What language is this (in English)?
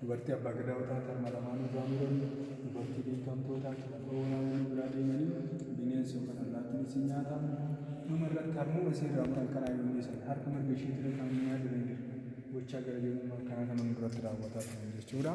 Oromo